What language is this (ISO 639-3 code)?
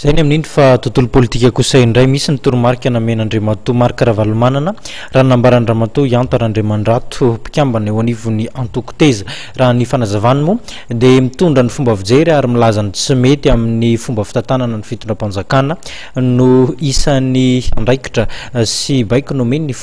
mlg